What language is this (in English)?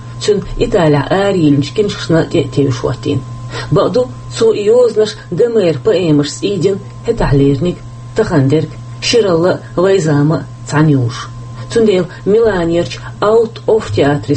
Chechen